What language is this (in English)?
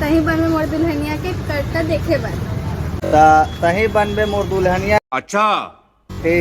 Chhattisgarhi